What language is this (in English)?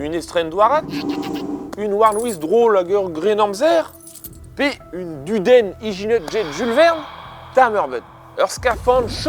Breton